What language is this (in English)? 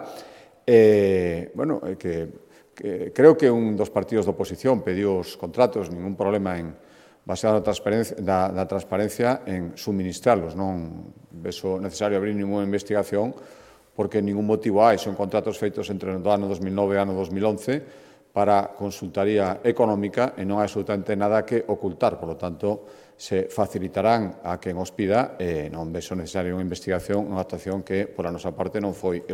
Galician